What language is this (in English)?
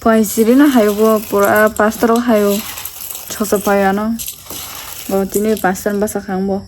Kok Borok